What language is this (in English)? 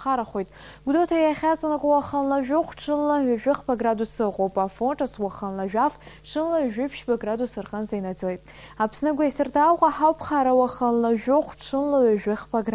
Abkhazian